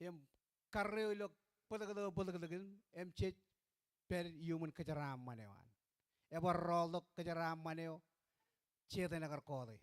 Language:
Marshallese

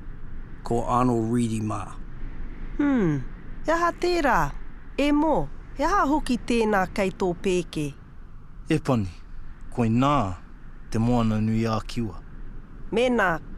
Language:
Māori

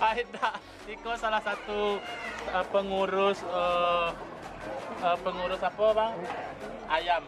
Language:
Minangkabau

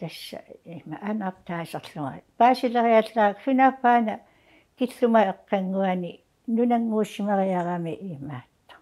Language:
Kalaallisut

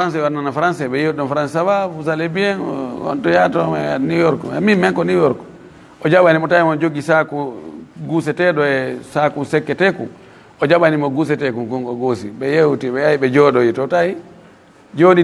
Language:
Fula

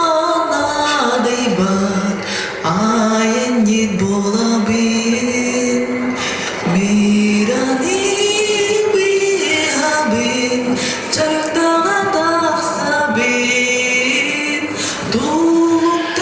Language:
Yakut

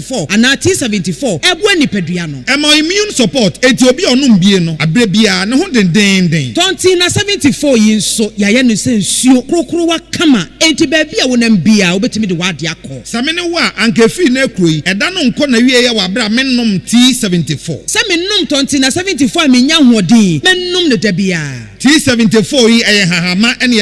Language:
Akan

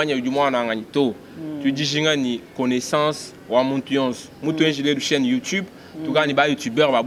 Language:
Luba-Lulua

